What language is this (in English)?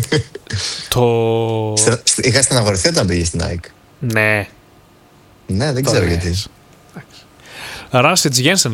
Greek